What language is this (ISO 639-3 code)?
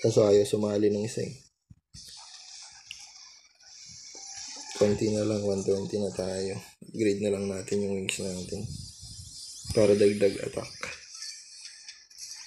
fil